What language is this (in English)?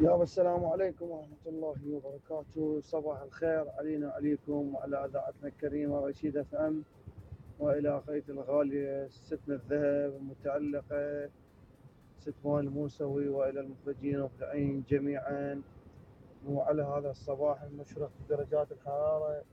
Mesopotamian Arabic